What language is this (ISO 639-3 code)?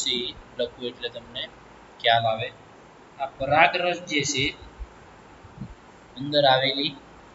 guj